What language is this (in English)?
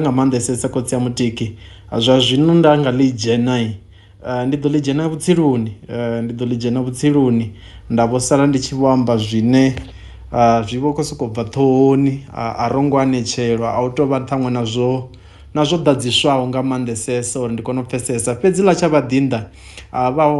Venda